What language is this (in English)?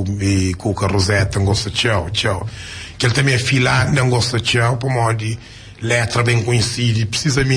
Kabuverdianu